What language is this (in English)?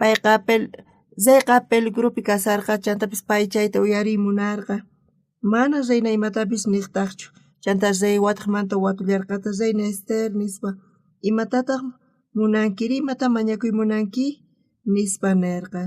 South Bolivian Quechua